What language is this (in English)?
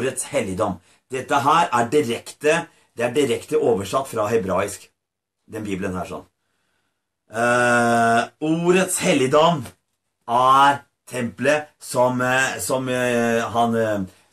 Norwegian